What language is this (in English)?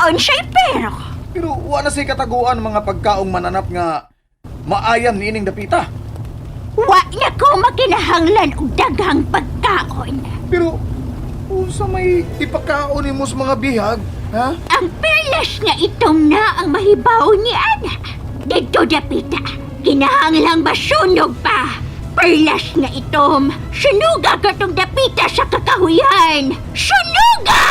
Cebuano